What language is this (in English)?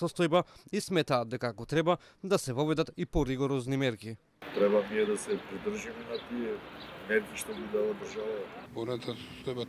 Macedonian